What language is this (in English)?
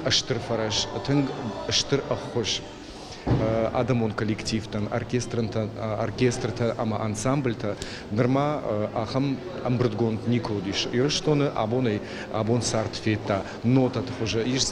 Ossetic